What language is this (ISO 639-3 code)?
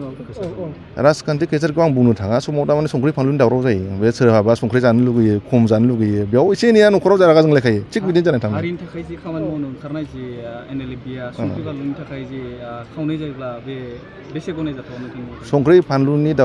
brx